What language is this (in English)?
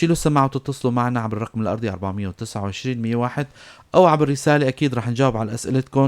North Levantine Arabic